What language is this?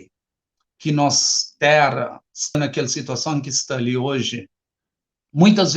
Kabuverdianu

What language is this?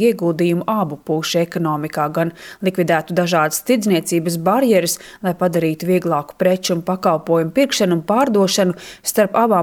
Latvian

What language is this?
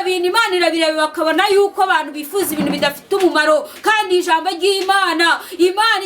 Kinyarwanda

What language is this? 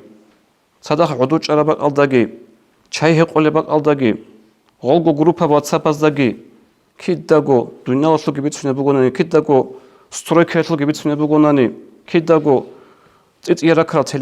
Avaric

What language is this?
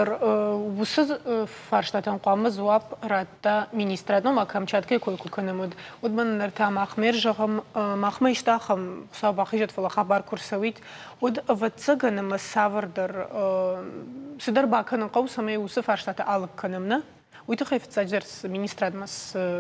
Ossetic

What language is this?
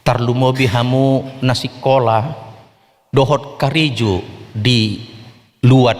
Batak Toba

